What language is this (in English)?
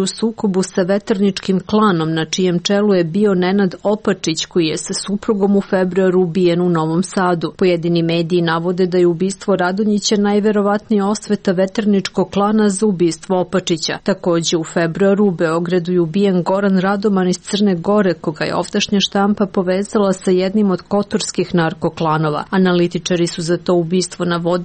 Serbian